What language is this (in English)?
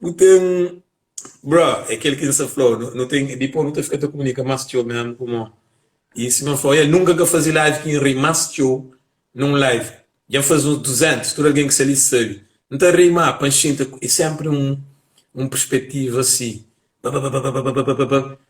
Kabuverdianu